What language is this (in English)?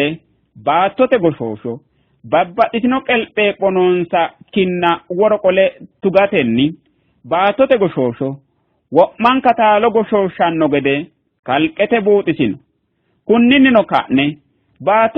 Sidamo